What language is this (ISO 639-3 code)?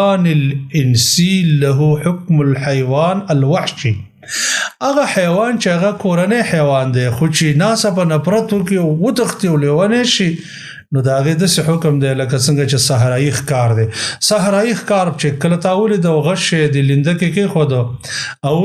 pus